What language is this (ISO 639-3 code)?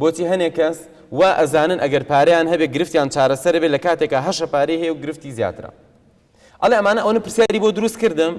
ckb